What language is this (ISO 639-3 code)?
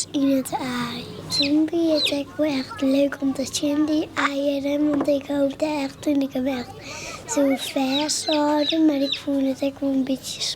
fry